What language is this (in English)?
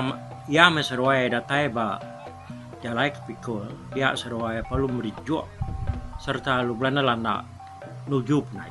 Iban